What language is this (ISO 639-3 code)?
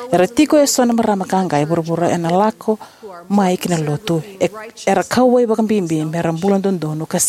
fij